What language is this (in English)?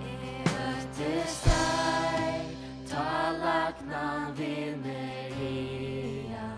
Faroese